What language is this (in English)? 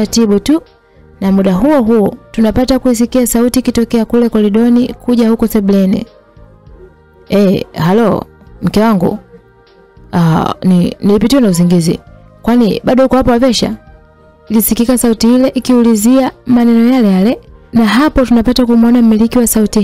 Swahili